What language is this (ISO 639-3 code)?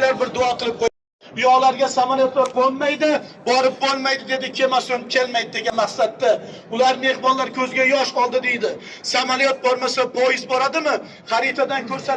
uzb